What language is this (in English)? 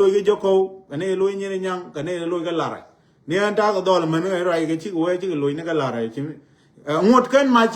Nuer